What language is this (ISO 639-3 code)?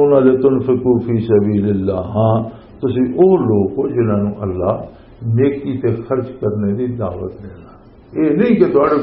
lah